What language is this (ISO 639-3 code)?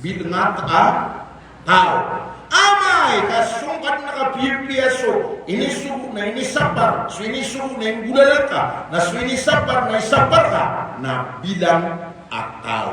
mrw